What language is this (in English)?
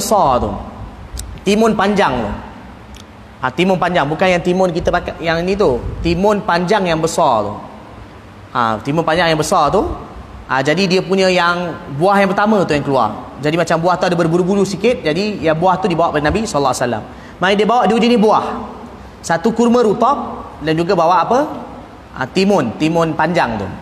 Malay